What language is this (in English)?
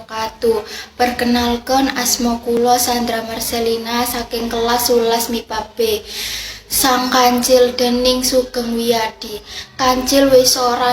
Javanese